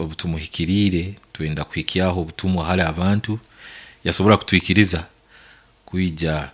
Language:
Nyankole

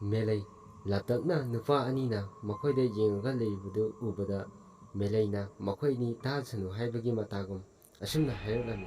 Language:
Manipuri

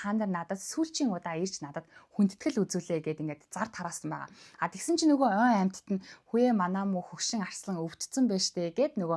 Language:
Mongolian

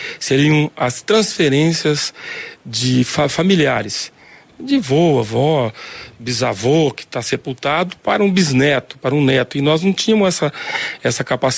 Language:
Portuguese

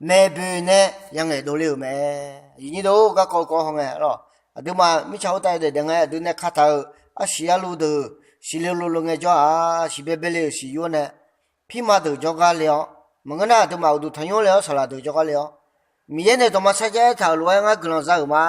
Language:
Akha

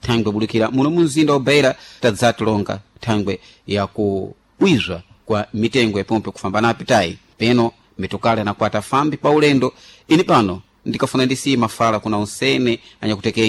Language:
Sena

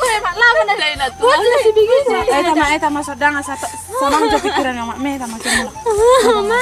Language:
Batak Toba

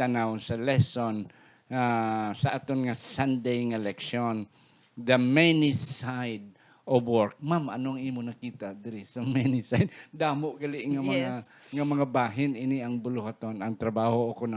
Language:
Hiligaynon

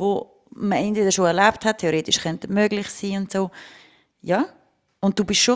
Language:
German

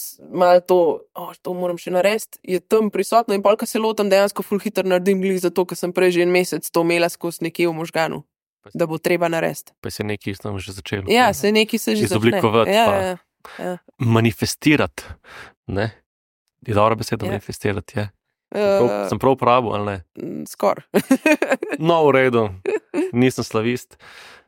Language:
Slovenian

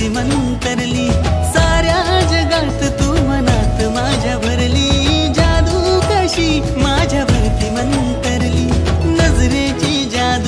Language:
Marathi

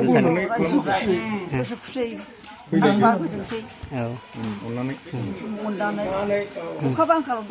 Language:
Bodo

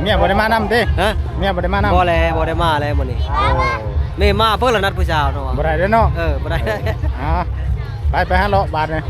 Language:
Northeastern Thai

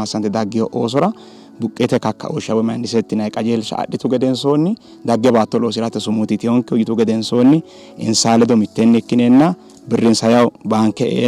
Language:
Sidamo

